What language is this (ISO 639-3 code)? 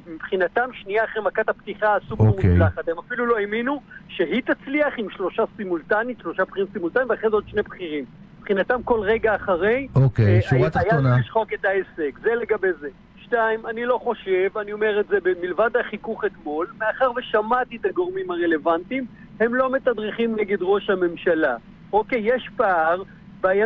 heb